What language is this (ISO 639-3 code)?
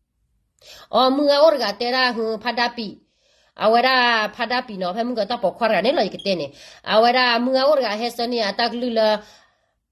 ksw